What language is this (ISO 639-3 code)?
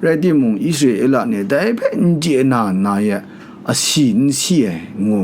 kac